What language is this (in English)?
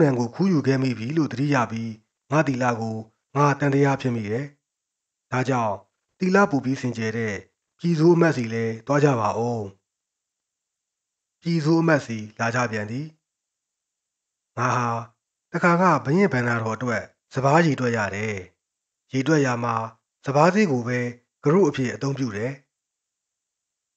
Burmese